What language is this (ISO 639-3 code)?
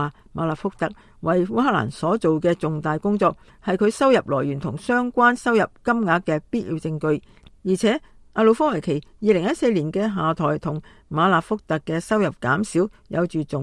yue